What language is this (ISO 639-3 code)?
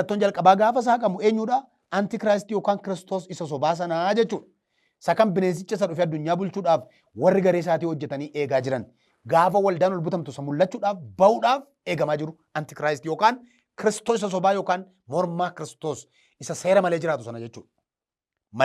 orm